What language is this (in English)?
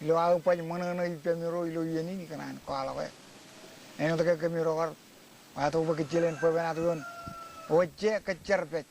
Marshallese